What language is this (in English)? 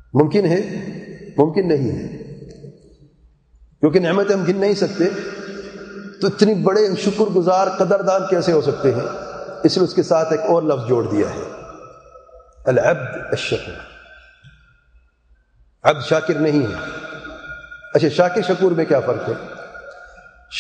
Urdu